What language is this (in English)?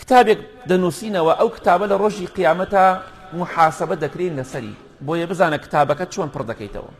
Central Kurdish